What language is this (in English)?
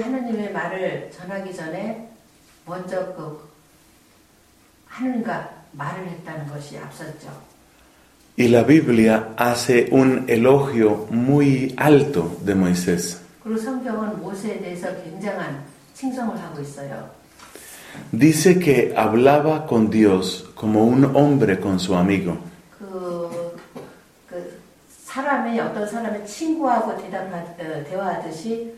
Korean